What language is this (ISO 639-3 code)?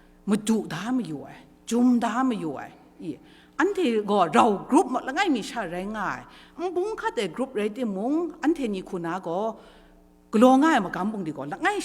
kac